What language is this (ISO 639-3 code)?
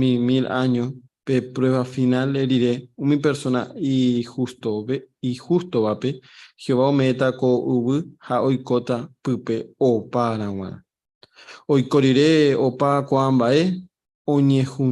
grn